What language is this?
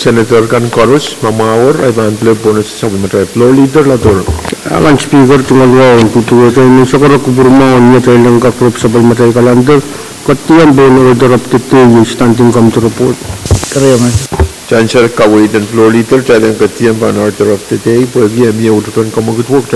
Pohnpeian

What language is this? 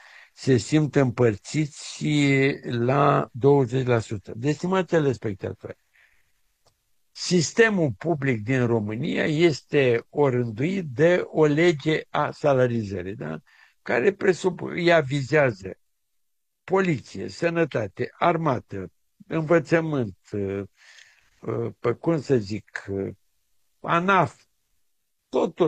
Romanian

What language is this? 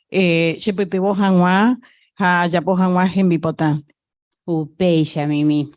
Guarani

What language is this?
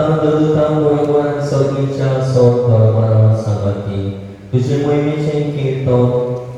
Konkani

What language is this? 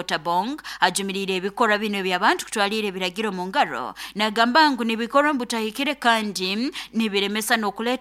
Nyoro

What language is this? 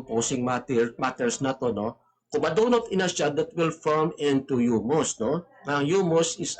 Hiligaynon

